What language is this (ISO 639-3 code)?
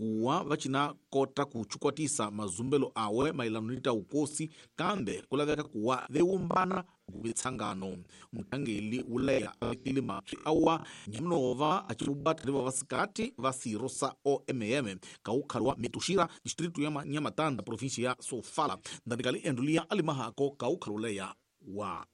tso